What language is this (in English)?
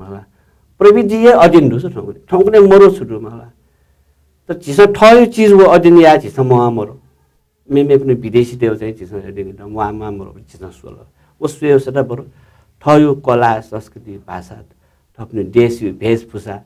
Newari